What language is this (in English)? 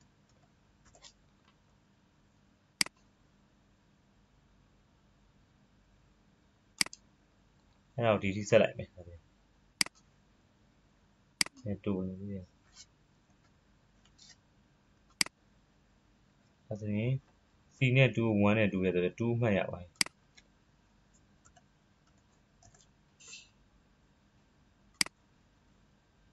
Burmese